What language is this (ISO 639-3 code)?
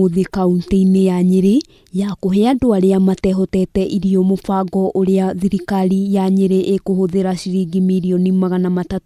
kik